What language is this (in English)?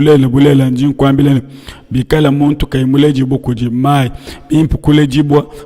Luba-Lulua